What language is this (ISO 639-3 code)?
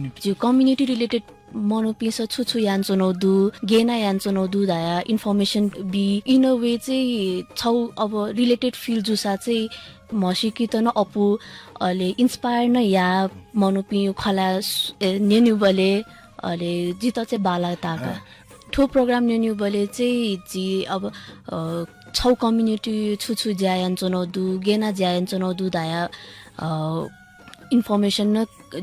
new